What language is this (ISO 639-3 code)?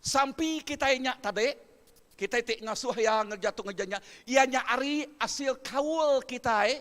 iba